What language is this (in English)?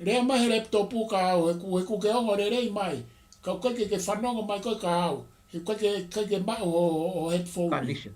Tongan